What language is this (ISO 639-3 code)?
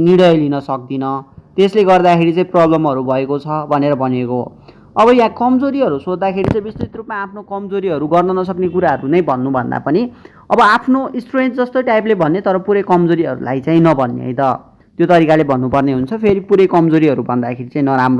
nep